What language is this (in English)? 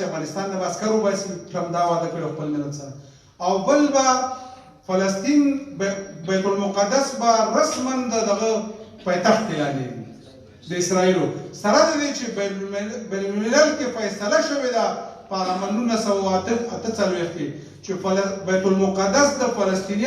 Pashto